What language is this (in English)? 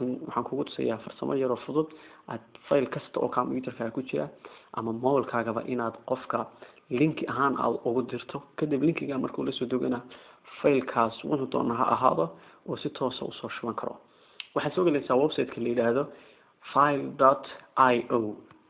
Somali